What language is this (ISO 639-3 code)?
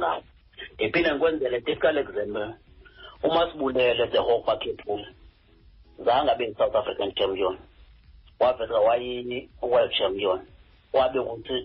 xho